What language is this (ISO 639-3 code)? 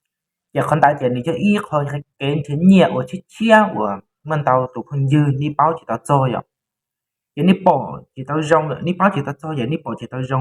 hmn